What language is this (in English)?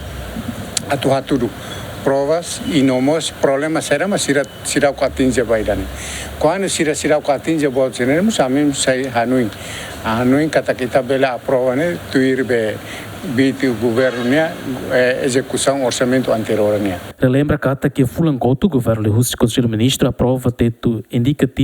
Tetum